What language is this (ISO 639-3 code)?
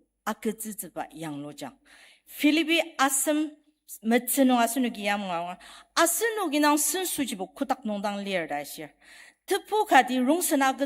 njo